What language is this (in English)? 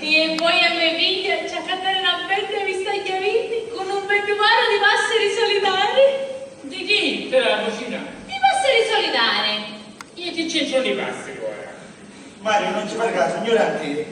Sicilian